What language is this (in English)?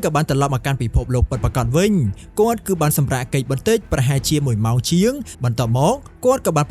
Khmer